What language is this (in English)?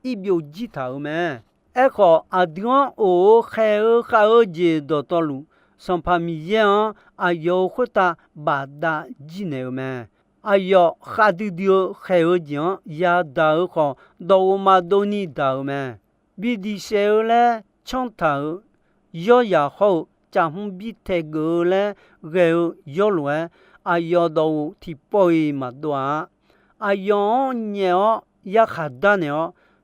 Akha